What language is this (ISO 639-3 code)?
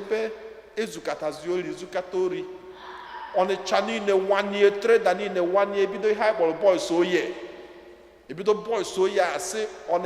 ibo